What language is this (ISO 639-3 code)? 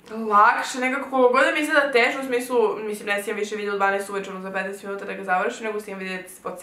srp